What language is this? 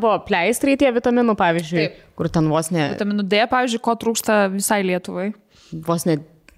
Lithuanian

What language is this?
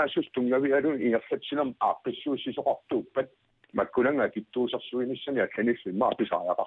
Kalaallisut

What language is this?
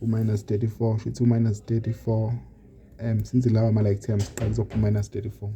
Zulu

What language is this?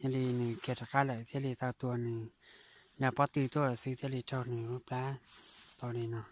Hmong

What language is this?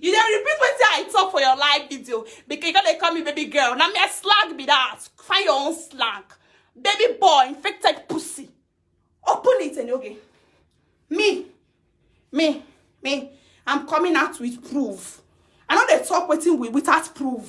Nigerian Pidgin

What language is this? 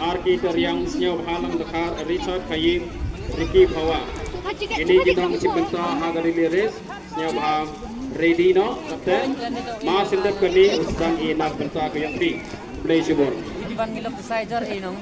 Khasi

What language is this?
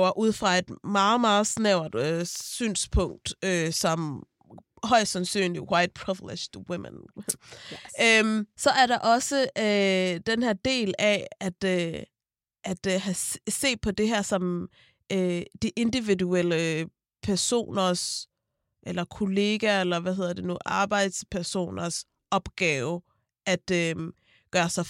Danish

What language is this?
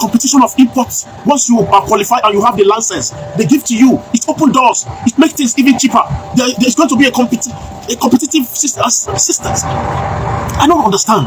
Nigerian Pidgin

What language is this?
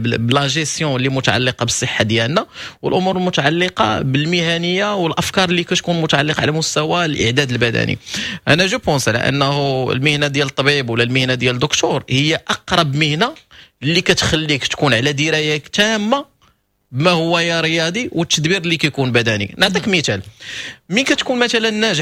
Moroccan Arabic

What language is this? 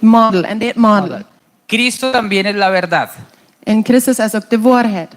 Plautdietsch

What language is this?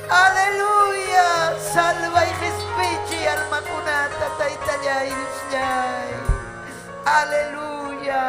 Ayacucho Quechua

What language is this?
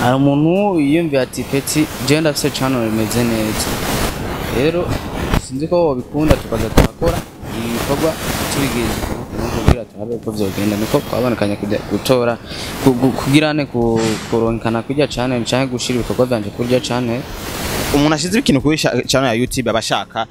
Rundi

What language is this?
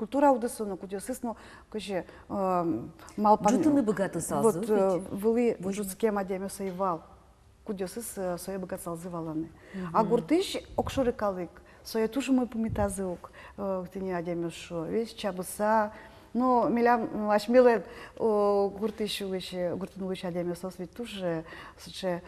Udmurt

